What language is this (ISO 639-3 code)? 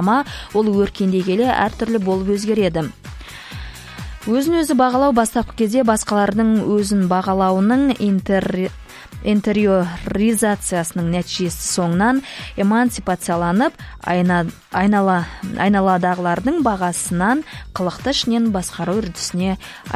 kaz